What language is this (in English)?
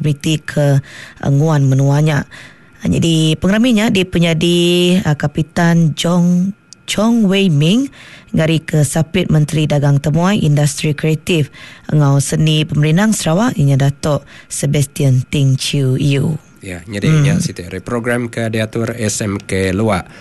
Iban